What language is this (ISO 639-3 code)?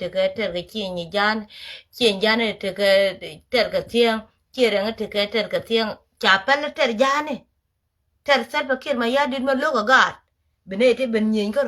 nus